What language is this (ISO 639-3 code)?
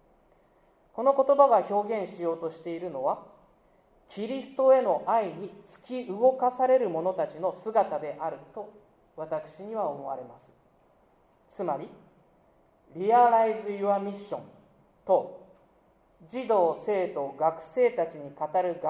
jpn